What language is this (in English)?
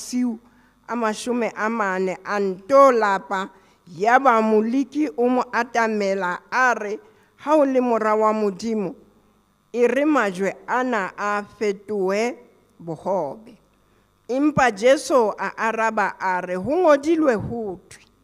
Southern Sotho